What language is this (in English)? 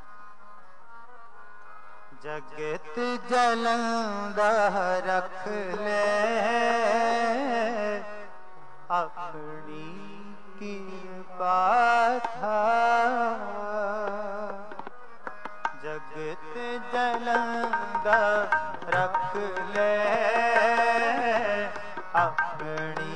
Punjabi